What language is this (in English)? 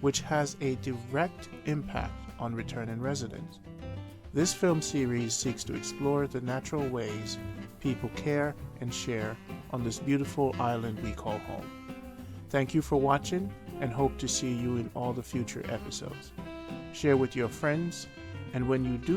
Jamaican Creole English